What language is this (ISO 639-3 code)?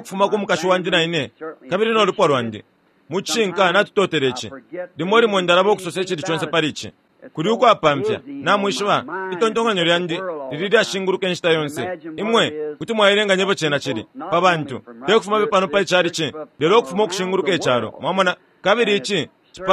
bem